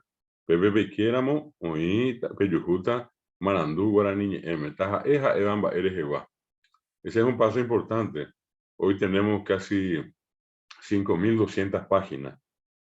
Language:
Guarani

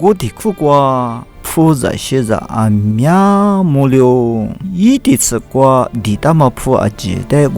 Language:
Lisu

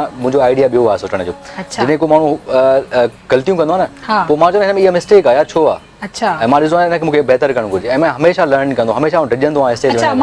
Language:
Sindhi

